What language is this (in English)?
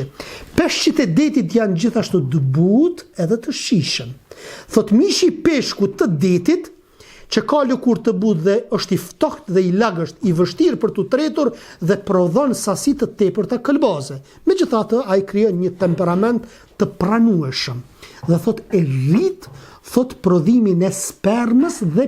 Albanian